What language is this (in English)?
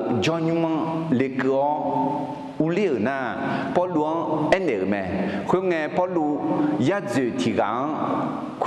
Akha